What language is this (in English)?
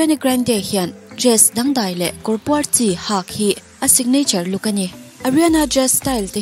Mizo